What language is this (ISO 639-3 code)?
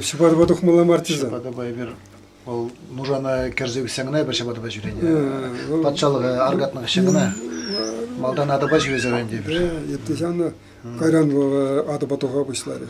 chv